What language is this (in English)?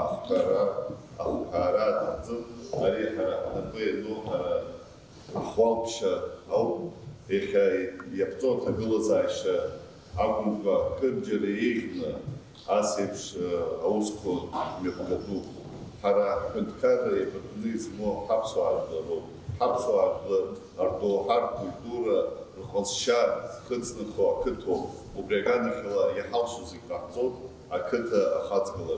Abkhazian